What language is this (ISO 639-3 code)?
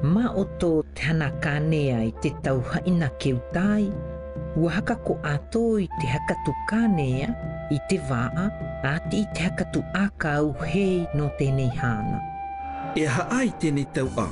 mqm